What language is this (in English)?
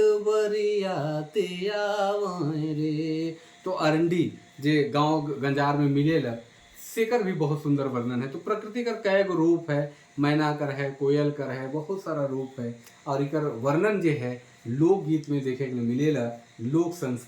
Sadri